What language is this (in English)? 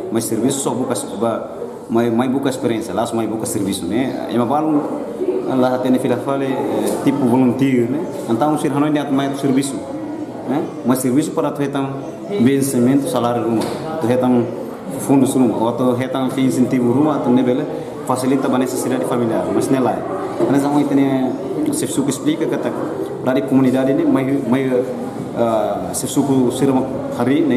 Tetum